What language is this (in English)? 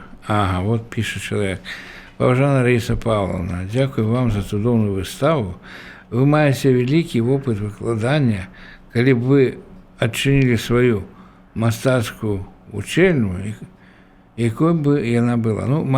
Belarusian